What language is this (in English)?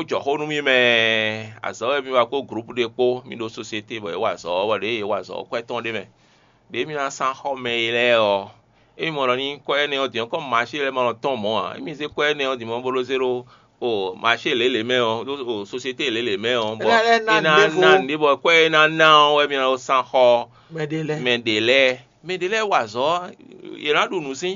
Fon